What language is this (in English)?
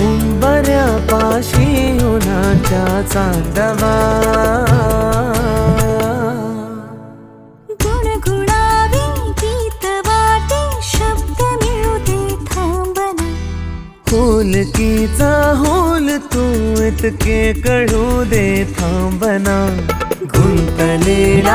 Marathi